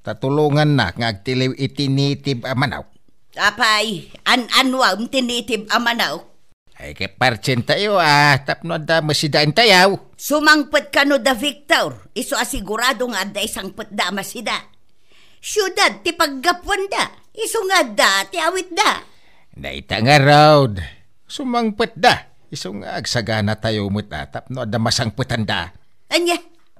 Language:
Iloko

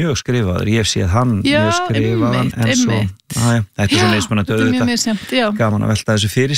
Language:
Icelandic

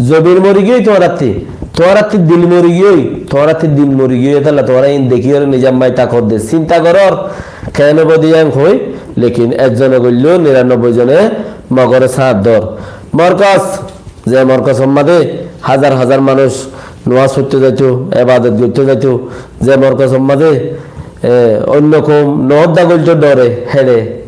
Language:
Rohingya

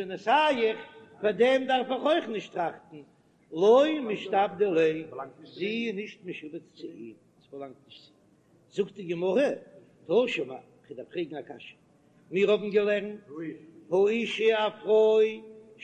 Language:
Yiddish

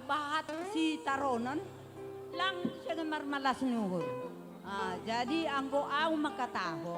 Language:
Batak Simalungun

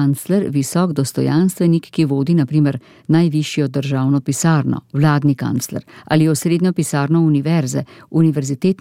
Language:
Slovenian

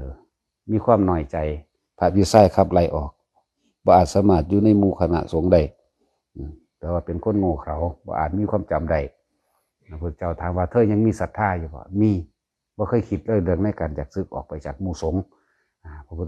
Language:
Northeastern Thai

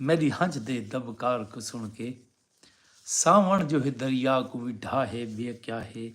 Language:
Saraiki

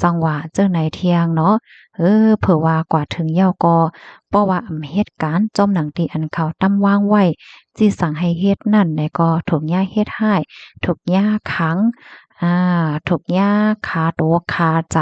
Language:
Shan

